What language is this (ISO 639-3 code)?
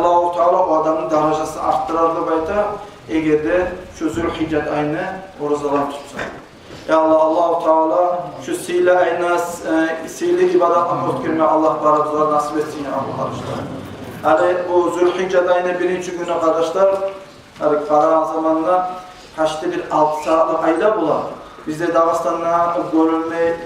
kum